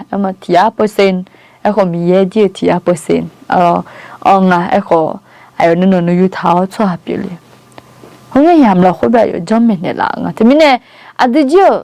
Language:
Akha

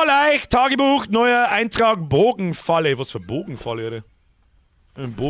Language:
Bavarian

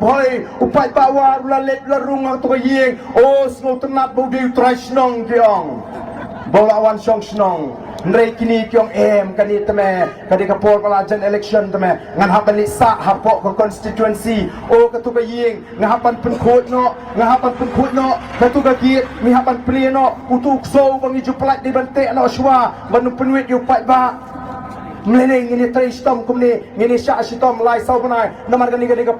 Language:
Khasi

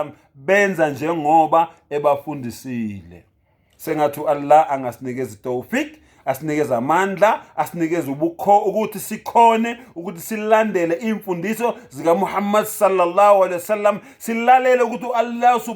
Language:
Zulu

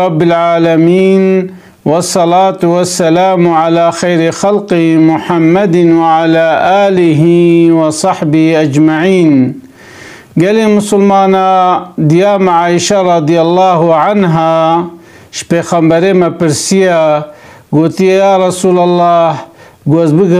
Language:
Kurdish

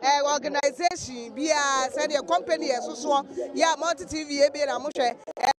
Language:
Akan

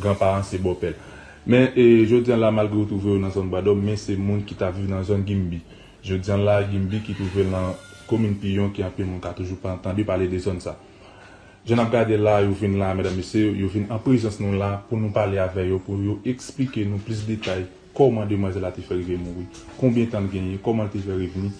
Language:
Haitian Creole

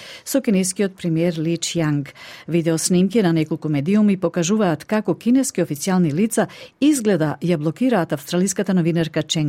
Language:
Macedonian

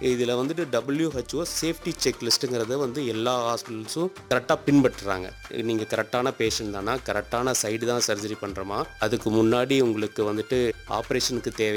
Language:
Tamil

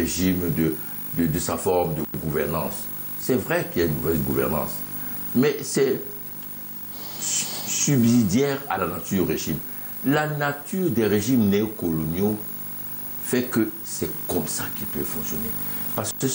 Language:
French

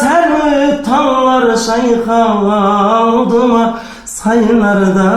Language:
Kara-Kalpak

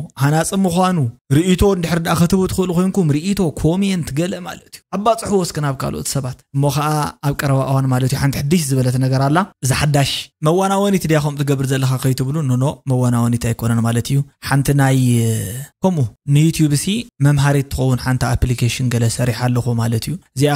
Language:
Tigrinya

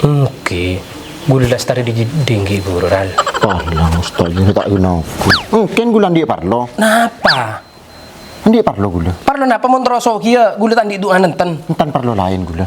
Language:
Madurese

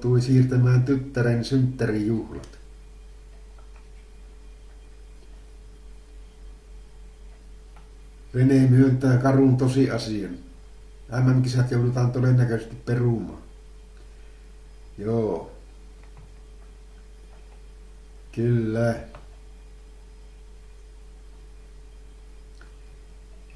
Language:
Finnish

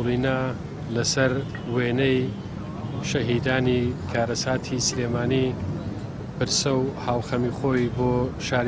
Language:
Central Kurdish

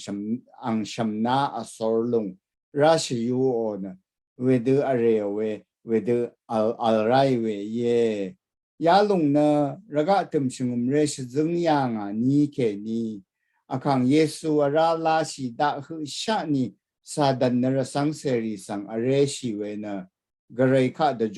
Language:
Rawang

